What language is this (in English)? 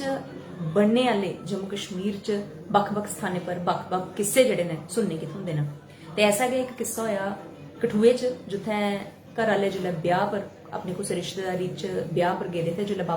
Dogri